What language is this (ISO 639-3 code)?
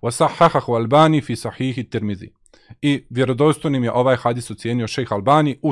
bos